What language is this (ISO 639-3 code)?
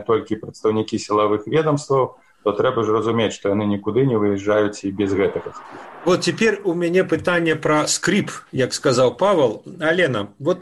bel